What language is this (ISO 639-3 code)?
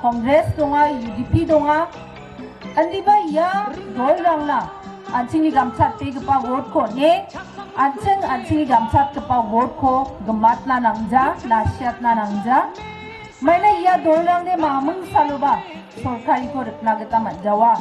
grt